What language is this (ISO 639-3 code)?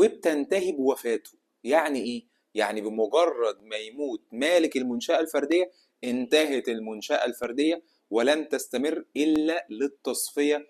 arz